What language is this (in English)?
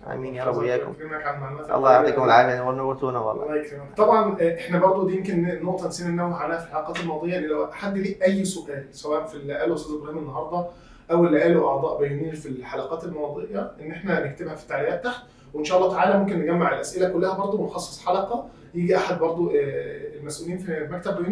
Egyptian Arabic